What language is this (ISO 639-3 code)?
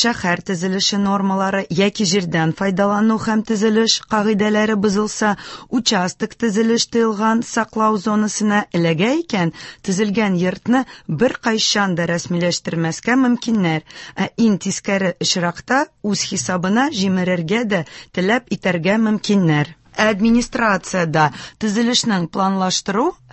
tat